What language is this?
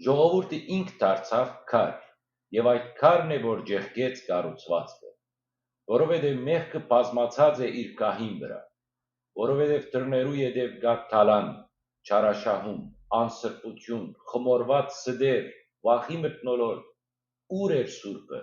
Western Armenian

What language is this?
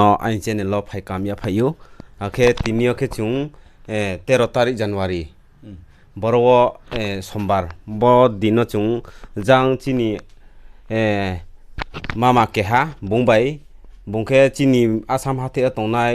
Riang (India)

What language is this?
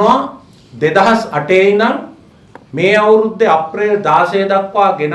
Sinhala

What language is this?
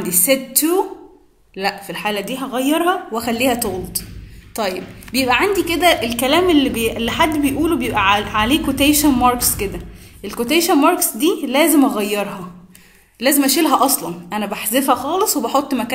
Egyptian Arabic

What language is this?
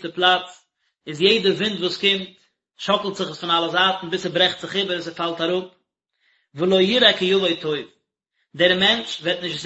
Yiddish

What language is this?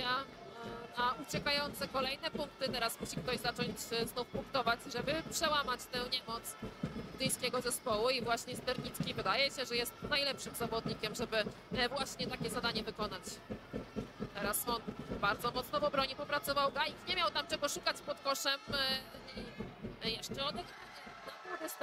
Polish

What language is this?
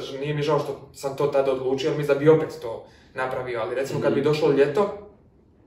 Croatian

